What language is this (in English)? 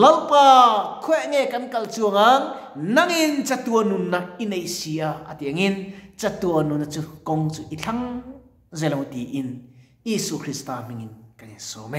Mizo